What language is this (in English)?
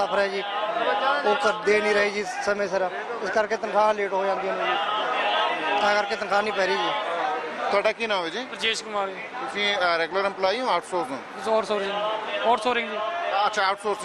Punjabi